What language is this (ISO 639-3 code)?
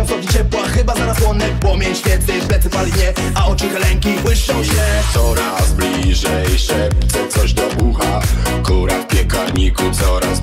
pol